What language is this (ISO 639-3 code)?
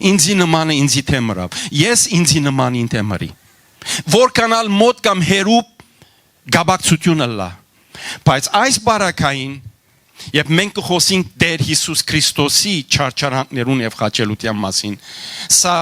hyw